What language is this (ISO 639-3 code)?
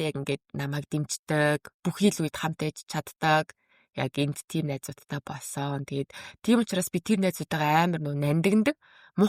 mon